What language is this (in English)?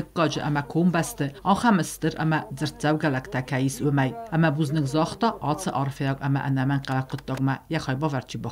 Ossetic